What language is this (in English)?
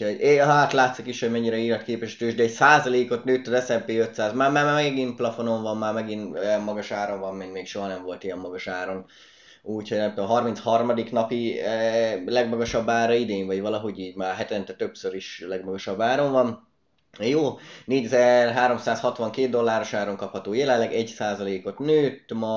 Hungarian